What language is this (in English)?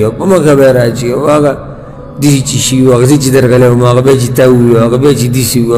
Pashto